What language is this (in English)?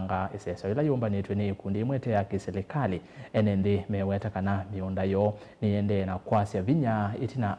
Kamba